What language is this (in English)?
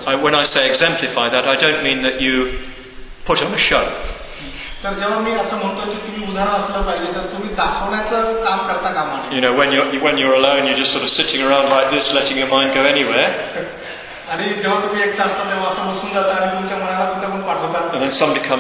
Marathi